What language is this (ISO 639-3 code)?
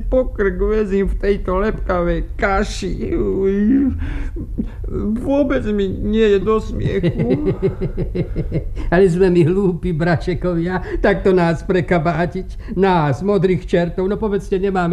slk